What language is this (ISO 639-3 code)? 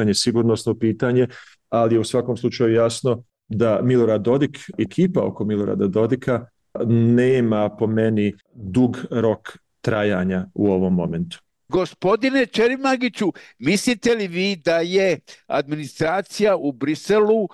bos